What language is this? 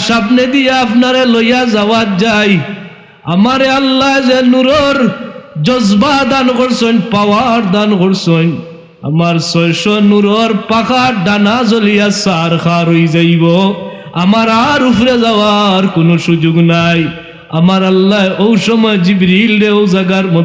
Sylheti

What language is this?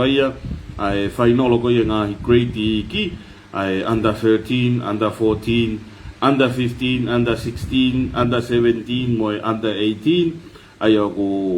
Tongan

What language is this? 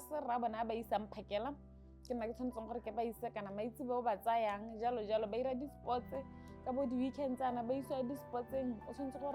Tswana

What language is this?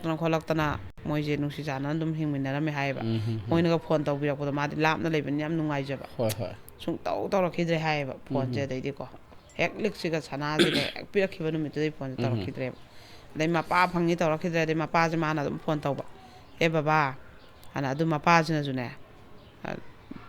Manipuri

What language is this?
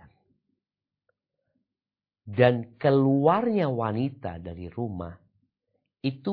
Indonesian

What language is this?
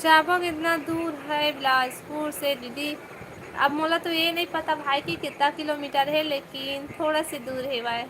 Chhattisgarhi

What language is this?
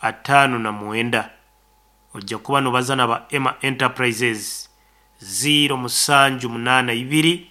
Nyankole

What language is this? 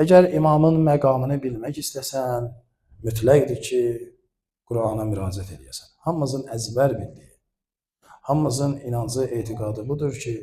Azerbaijani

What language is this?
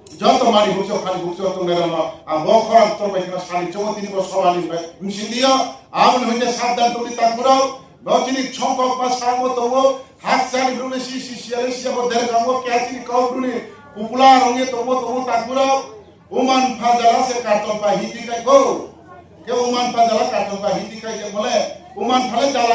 Riang (India)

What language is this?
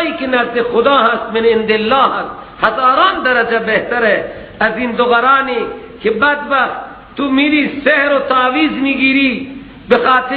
Persian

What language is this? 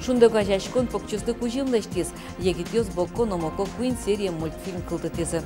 Udmurt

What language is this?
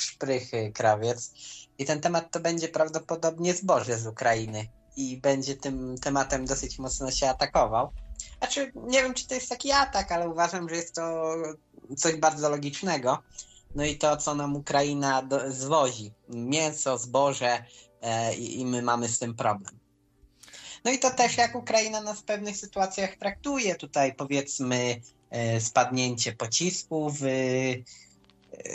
Polish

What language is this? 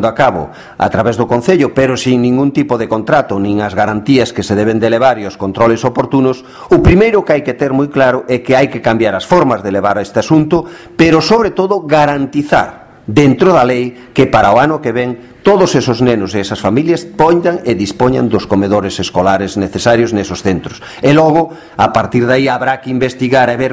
Galician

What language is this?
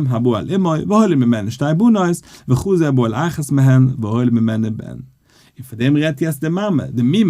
Yiddish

